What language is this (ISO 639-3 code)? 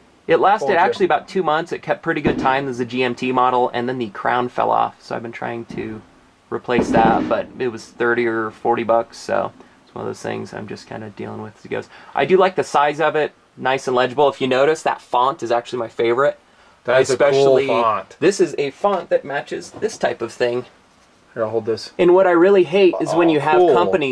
eng